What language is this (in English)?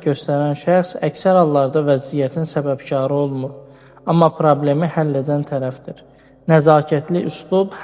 Azerbaijani